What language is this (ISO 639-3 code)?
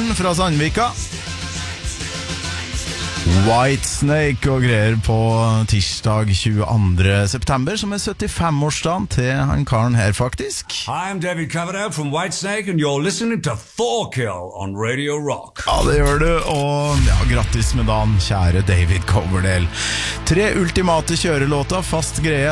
nor